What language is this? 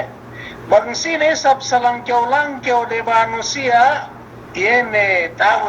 Yakan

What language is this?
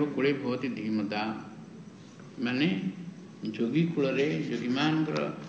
Odia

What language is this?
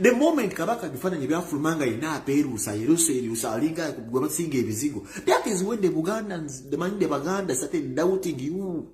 Ganda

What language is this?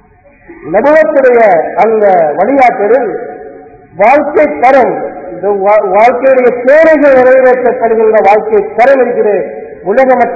Tamil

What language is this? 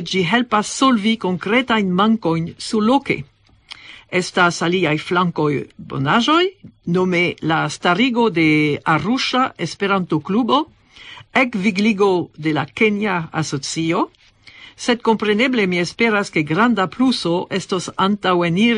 Esperanto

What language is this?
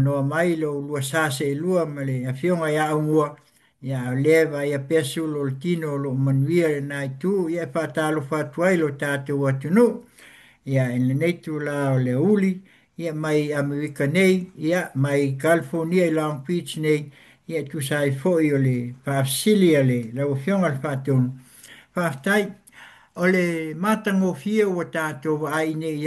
Samoan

